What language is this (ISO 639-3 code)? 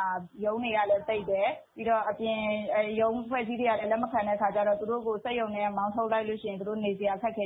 mya